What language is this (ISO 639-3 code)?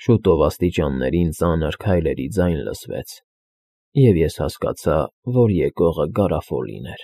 hye